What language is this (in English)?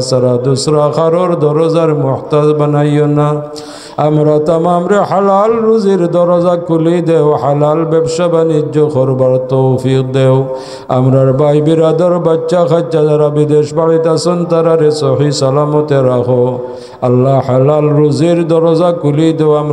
Sylheti